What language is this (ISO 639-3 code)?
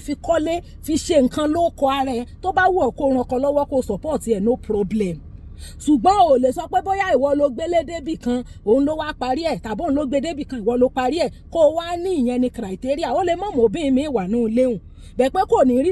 yor